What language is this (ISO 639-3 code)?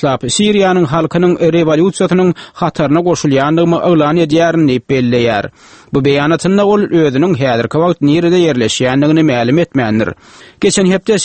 tuk